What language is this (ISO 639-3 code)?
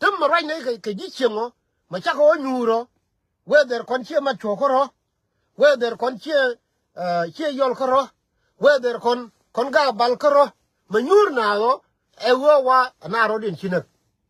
nus